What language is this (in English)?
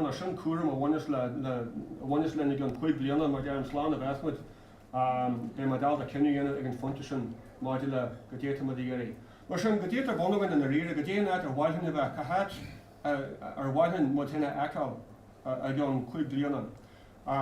Irish